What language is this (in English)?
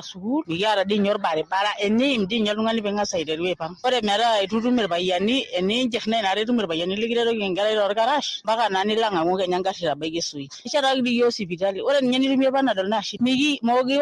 Masai